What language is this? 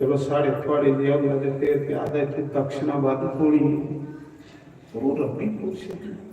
Dogri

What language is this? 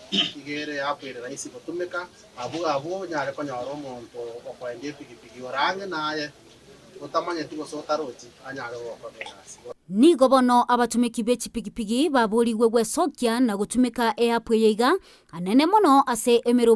Gusii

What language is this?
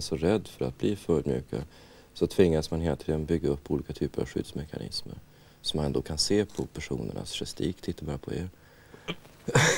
Swedish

